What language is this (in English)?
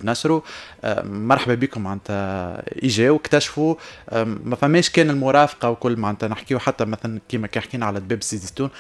Tunisian Arabic